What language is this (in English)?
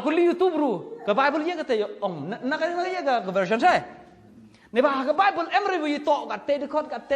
Khasi